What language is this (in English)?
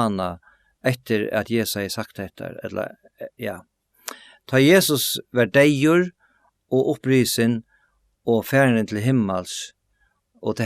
Faroese